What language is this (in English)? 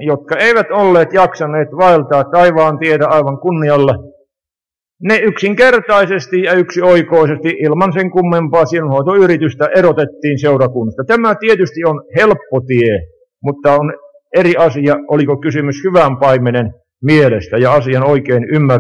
Finnish